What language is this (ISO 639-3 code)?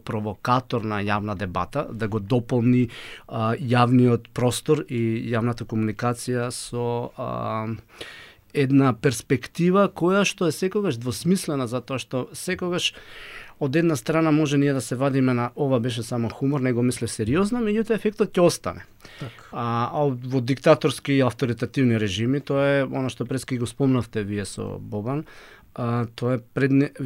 mkd